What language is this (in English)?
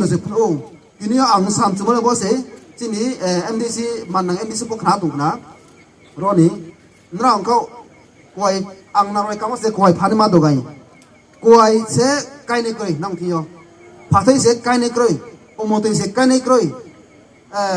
Riang (India)